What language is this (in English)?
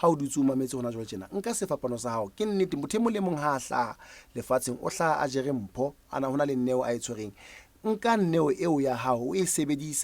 Southern Sotho